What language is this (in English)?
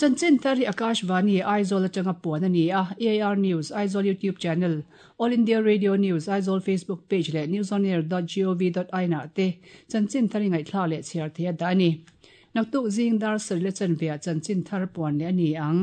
Mizo